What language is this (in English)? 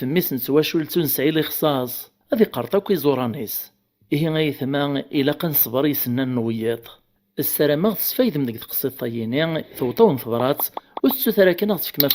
Kabyle